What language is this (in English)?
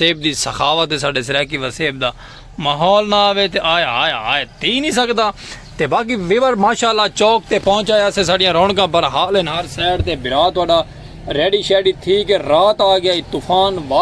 Saraiki